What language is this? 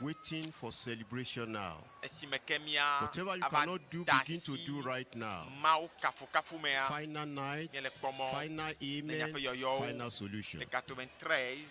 Ewe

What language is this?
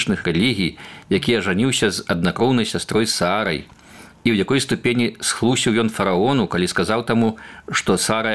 Belarusian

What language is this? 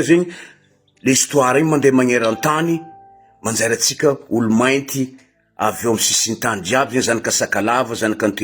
Malagasy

